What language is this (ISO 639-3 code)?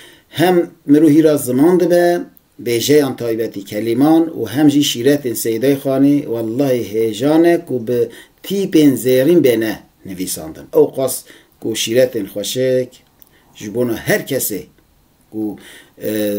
kur